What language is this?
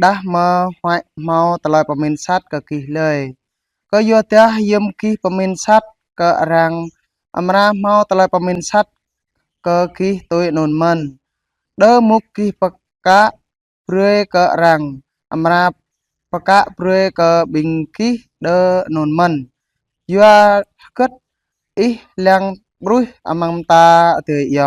Jarai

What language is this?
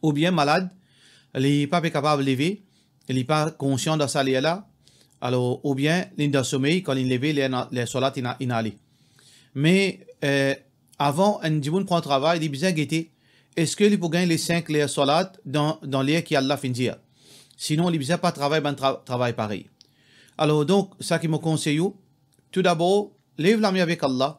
Morisyen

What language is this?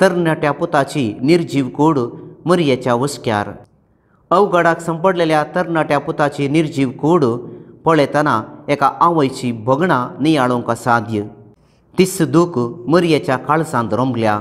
Konkani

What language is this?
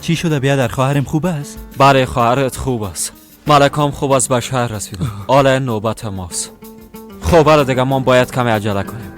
Persian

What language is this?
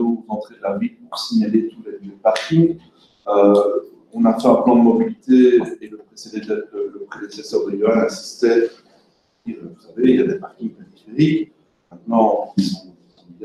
French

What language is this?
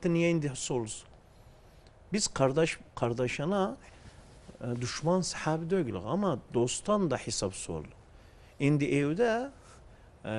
Turkish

